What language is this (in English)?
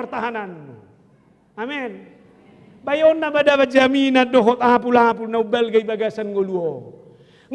Batak Toba